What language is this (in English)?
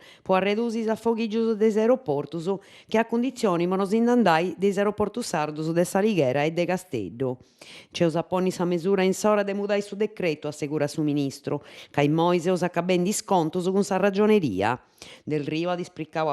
Sardinian